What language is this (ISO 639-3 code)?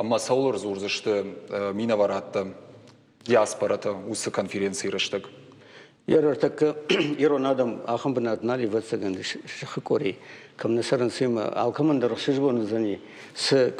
oss